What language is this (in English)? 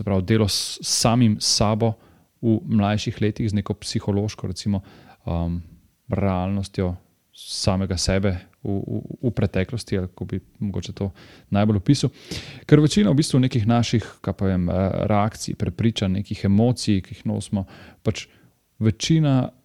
Slovenian